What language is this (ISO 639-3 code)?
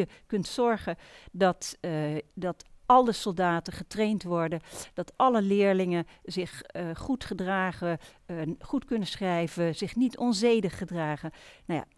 nld